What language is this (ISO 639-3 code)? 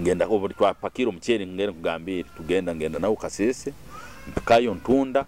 nyo